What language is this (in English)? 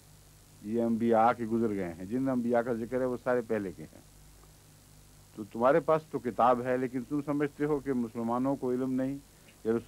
Urdu